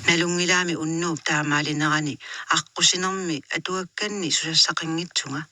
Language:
Kalaallisut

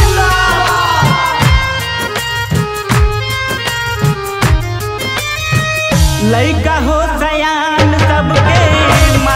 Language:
Bhojpuri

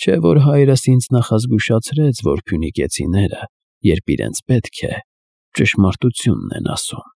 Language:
Armenian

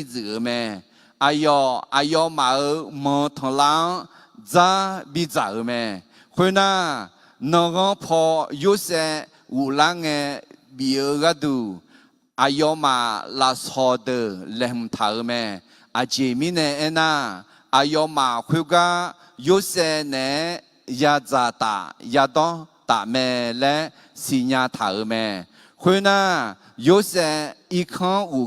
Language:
Akha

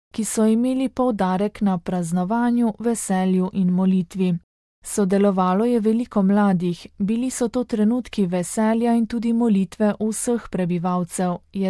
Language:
Slovenian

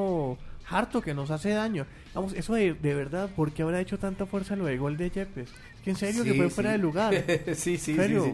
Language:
Spanish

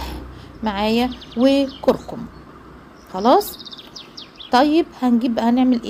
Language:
Egyptian Arabic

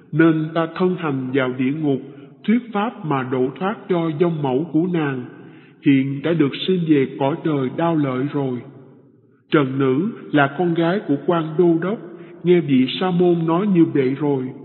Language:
Vietnamese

